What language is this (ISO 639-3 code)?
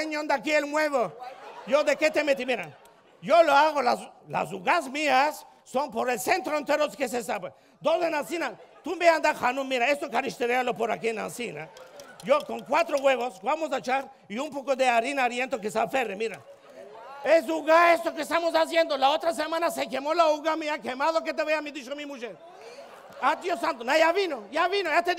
lad